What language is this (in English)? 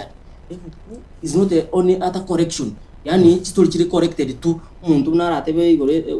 Gusii